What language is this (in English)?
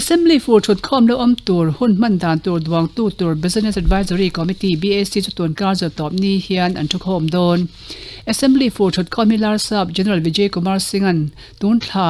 Mizo